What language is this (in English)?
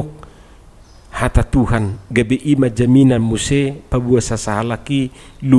Batak Toba